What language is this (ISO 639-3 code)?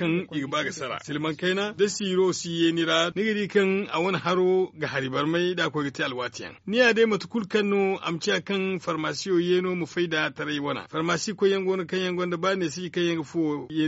dje